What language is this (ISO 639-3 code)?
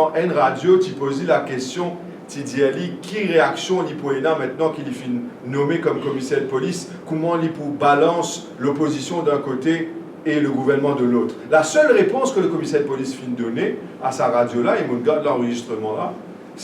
mfe